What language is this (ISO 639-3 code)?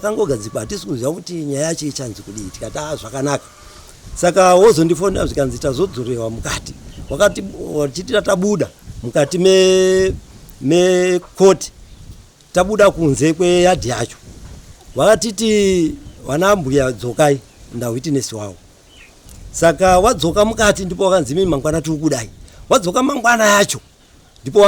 sna